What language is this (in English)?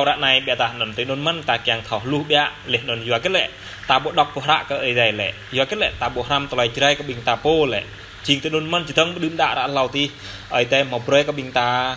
Jarai